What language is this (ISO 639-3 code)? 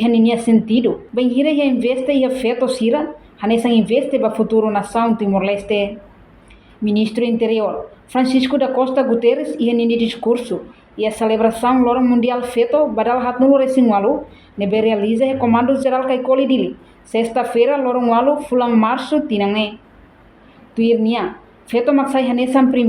tet